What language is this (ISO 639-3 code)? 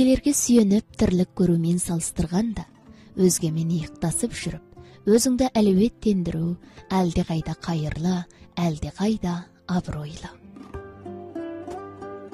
kaz